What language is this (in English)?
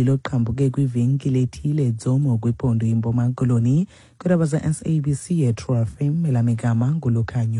Xhosa